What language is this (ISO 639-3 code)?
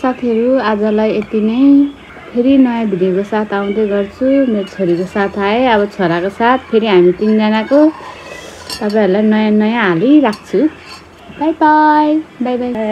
nep